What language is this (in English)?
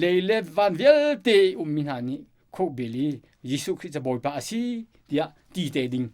Hakha Chin